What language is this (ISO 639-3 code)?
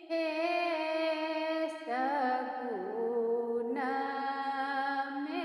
mai